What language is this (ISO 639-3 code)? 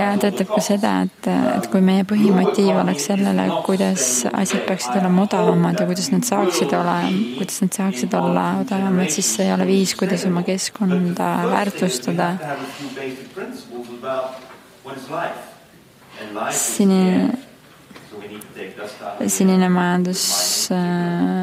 est